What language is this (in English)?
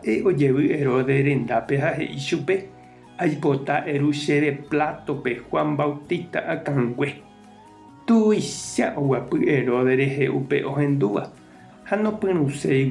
Guarani